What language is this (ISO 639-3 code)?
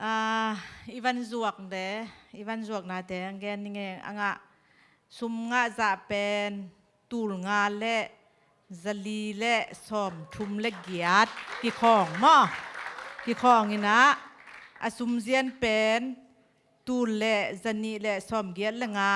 ctd